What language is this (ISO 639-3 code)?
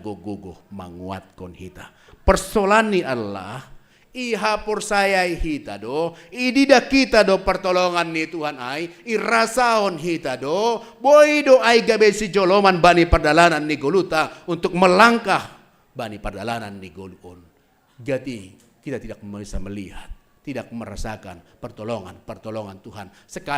bts